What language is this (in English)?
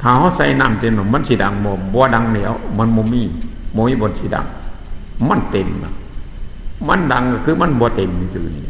Northeastern Thai